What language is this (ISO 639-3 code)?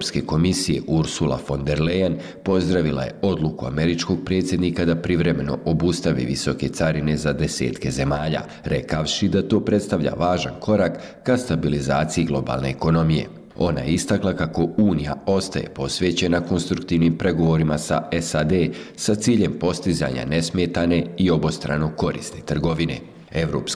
bos